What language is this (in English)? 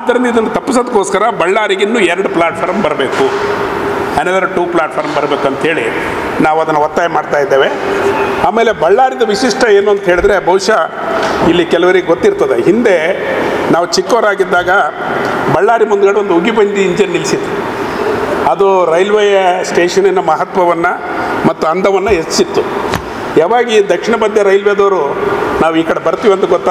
Kannada